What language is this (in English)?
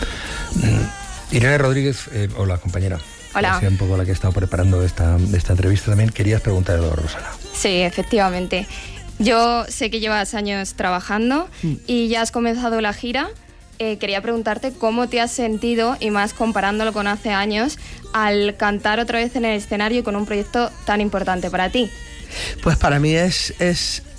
Spanish